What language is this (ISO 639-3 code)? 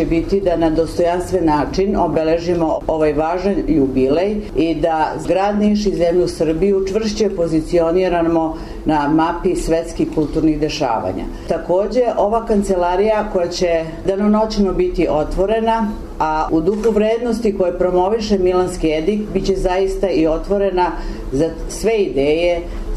srp